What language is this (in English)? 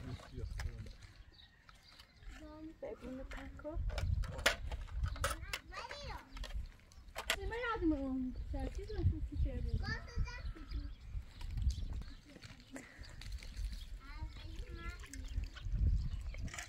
Persian